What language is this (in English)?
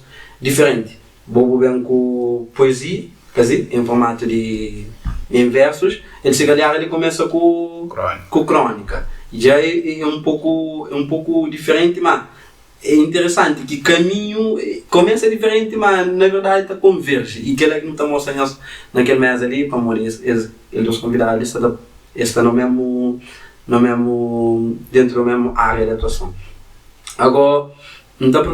Kabuverdianu